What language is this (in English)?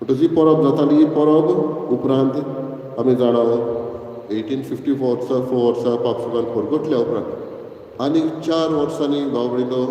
Konkani